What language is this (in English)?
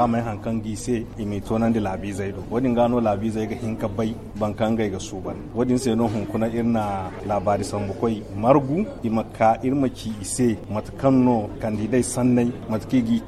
Zarma